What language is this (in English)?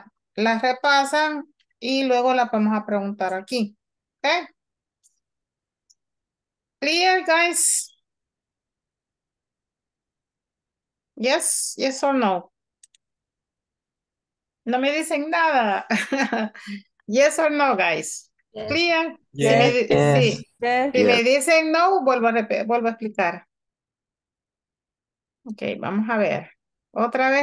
Spanish